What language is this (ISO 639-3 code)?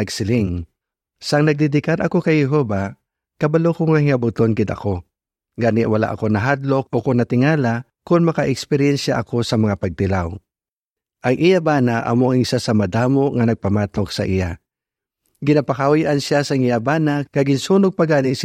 hil